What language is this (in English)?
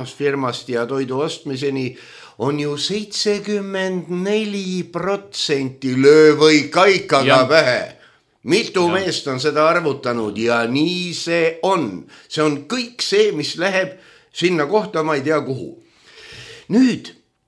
Estonian